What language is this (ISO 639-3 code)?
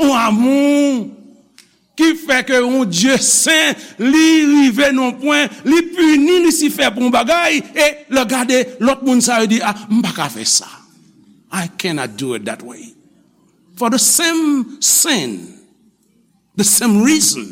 hat